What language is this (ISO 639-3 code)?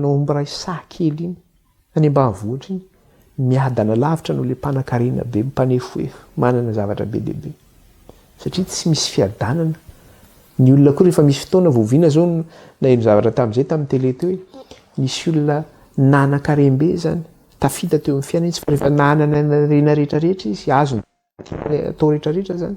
mlg